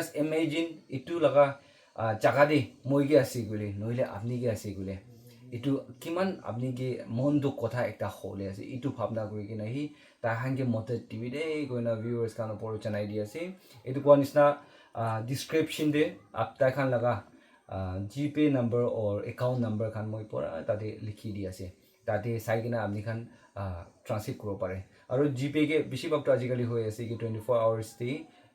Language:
Naga Pidgin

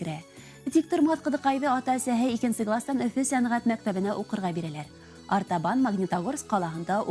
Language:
Bashkir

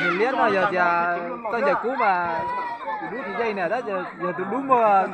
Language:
Hmong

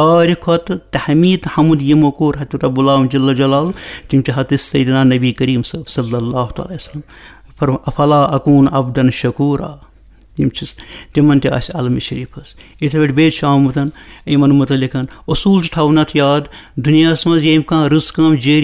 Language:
Kashmiri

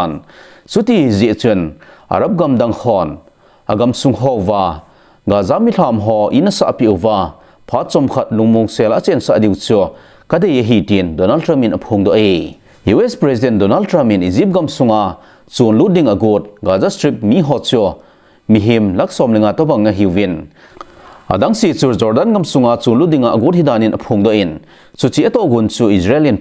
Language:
Thado Chin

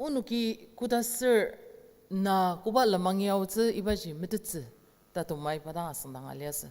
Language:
Ao Naga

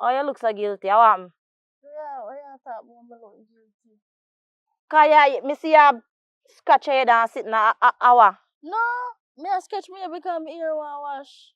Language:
Jamaican Creole English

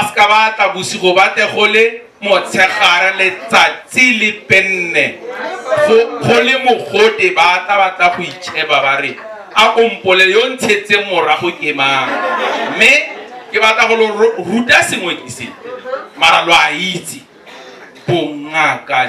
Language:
Tswana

